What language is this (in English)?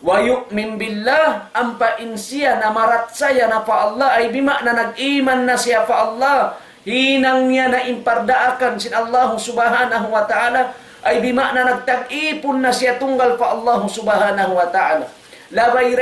Tausug